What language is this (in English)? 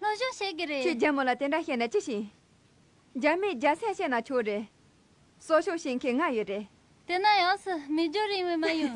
Khams Tibetan